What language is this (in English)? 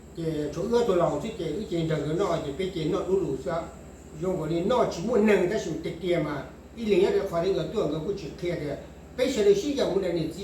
Hmong